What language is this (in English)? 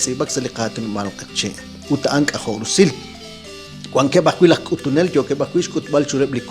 Kekchí